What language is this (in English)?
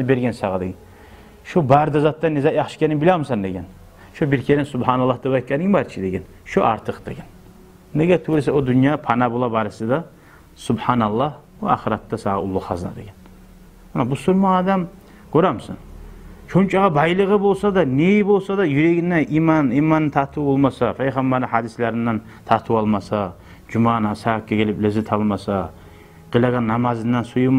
Kumyk